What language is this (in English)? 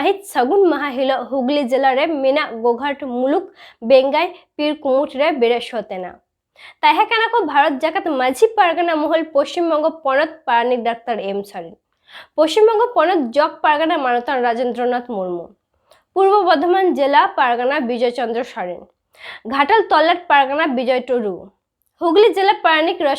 Santali